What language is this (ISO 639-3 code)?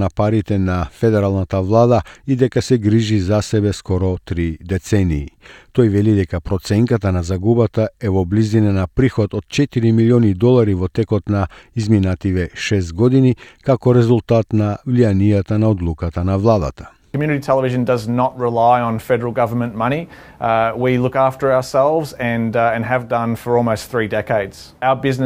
mkd